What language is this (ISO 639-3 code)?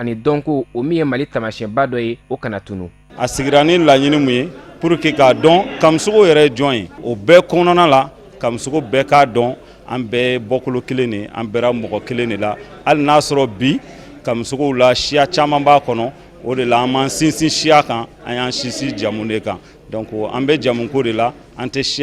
bam